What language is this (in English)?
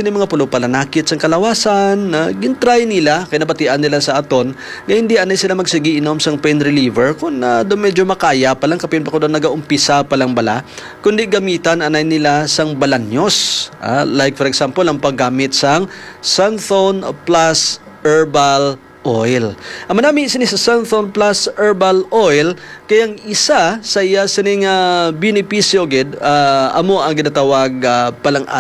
Hiligaynon